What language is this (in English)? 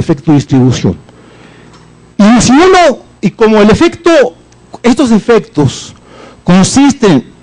Spanish